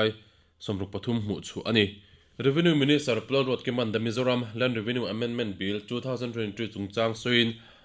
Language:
Mizo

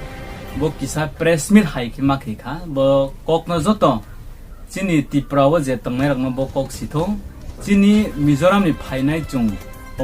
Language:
Riang (India)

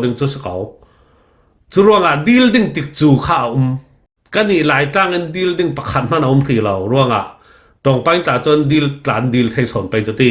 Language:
Falam Chin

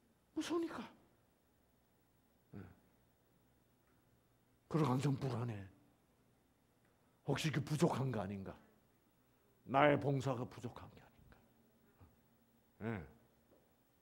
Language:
Korean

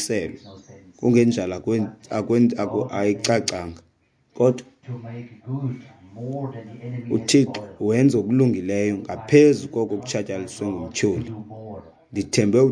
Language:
Xhosa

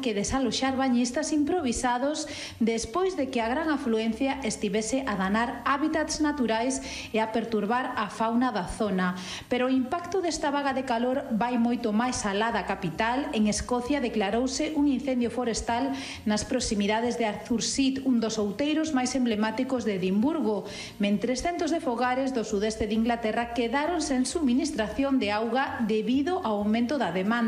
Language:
Galician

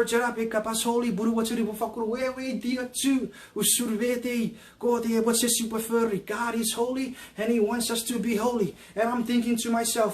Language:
Chuukese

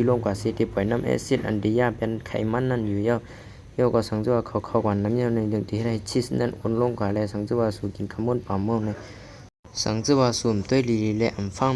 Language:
Shan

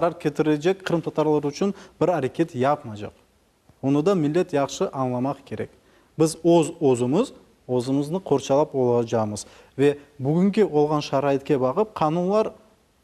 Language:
Crimean Tatar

